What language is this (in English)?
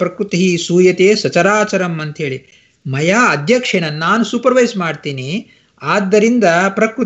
Kannada